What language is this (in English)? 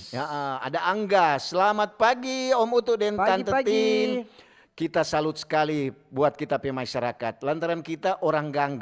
Manado Malay